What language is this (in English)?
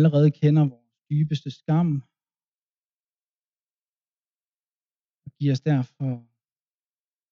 Danish